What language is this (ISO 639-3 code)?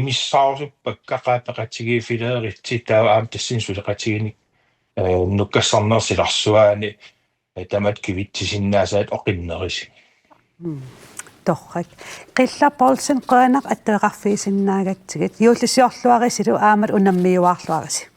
kal